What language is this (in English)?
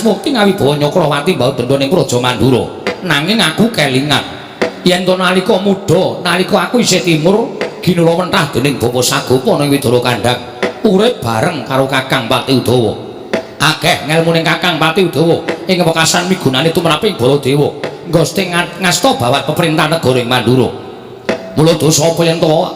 Javanese